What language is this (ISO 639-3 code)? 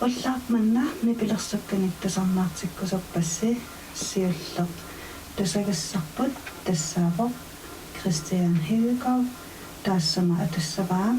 kal